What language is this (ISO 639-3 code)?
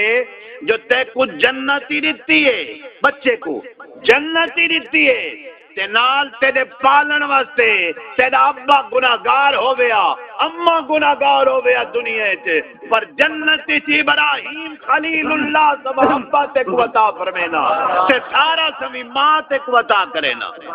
skr